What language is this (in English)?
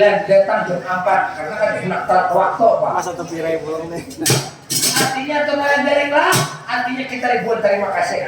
Banjar